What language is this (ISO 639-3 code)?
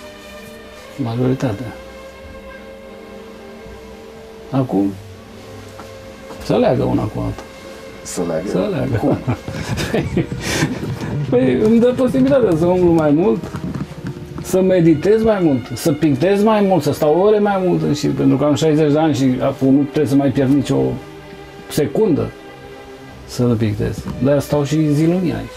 ron